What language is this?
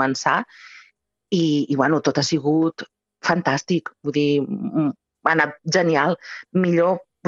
Catalan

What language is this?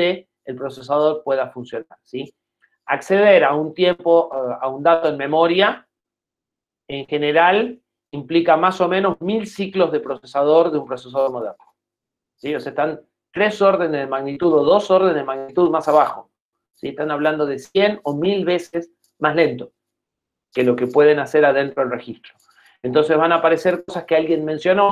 Spanish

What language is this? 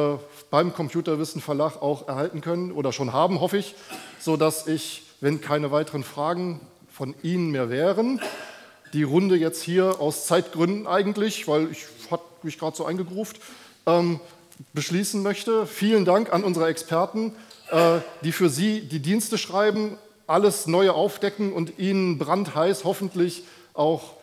German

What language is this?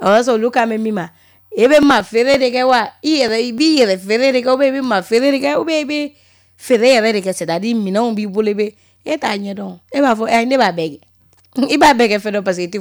Bambara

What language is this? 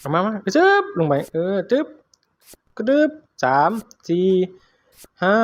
Lao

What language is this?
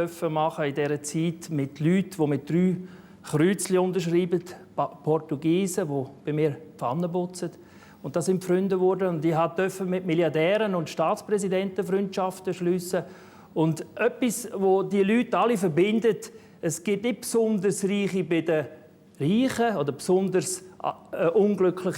Swiss German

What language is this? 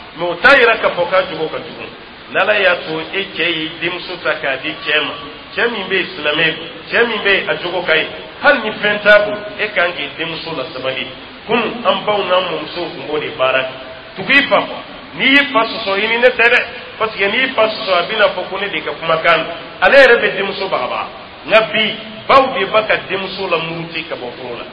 Dyula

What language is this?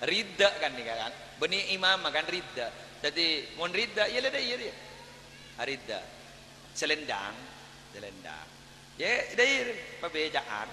Madurese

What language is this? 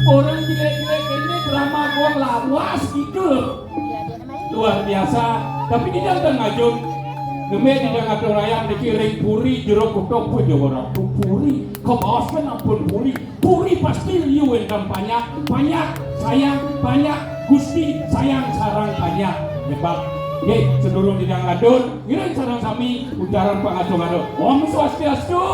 Balinese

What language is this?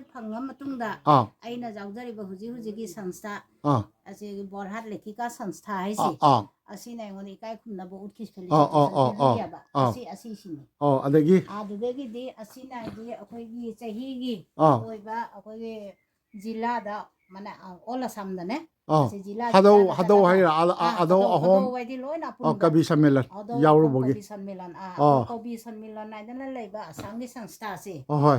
Manipuri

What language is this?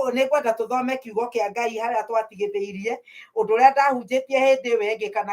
Kikuyu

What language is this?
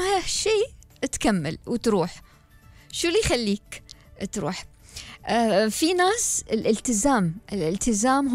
Gulf Arabic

